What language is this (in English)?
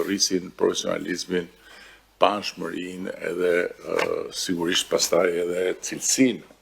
Albanian